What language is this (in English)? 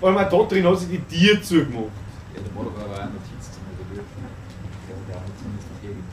Bavarian